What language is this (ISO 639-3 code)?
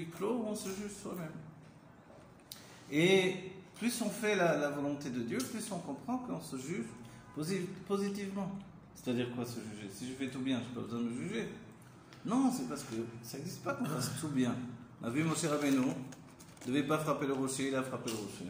fra